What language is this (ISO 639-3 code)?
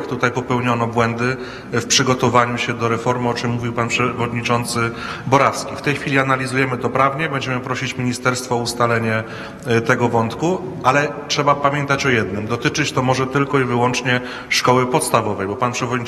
pol